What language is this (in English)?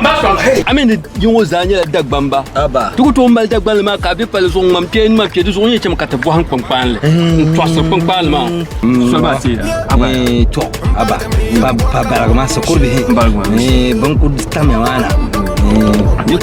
Dagbani